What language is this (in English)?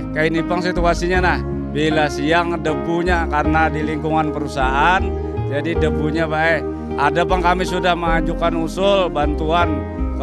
Banjar